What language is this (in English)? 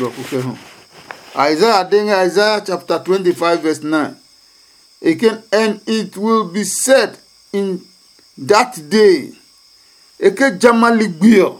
Adangme